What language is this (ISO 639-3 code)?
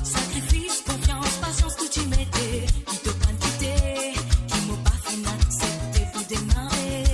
mfe